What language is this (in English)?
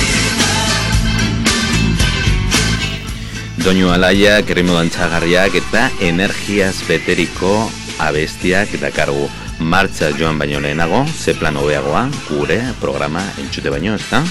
Basque